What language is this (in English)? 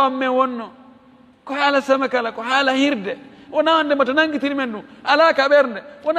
Fula